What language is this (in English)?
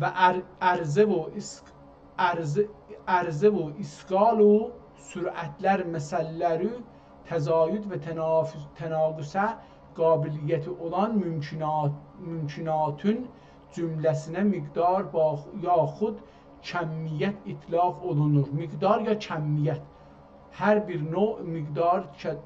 South Azerbaijani